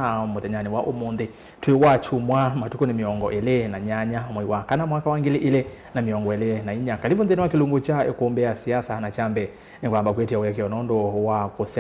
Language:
Kamba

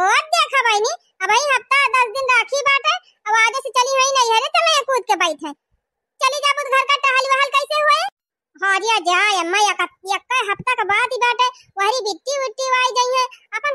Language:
Awadhi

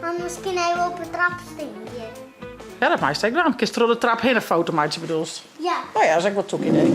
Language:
Western Frisian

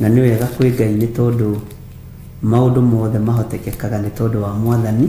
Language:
Kikuyu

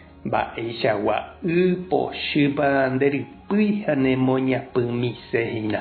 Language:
Guarani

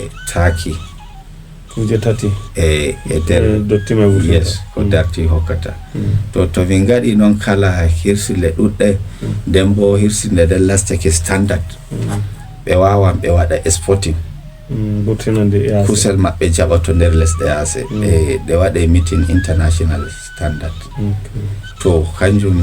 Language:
Fula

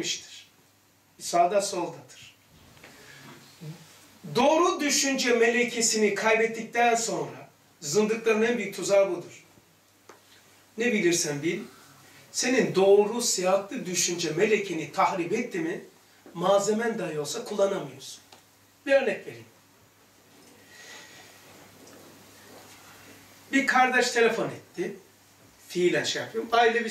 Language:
Turkish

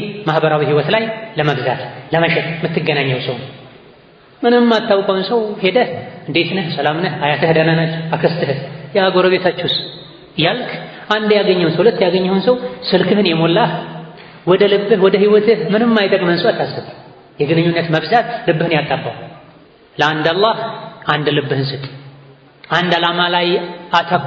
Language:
Amharic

